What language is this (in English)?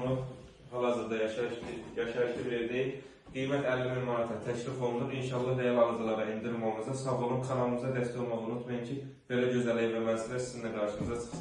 Azerbaijani